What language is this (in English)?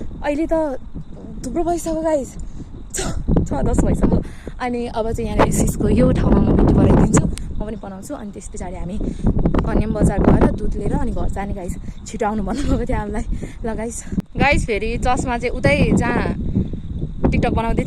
Nepali